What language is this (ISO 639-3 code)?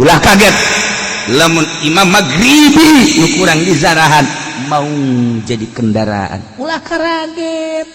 sun